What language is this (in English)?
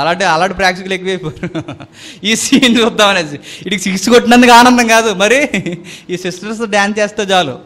Telugu